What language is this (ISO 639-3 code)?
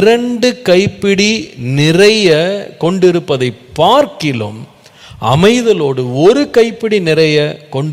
tam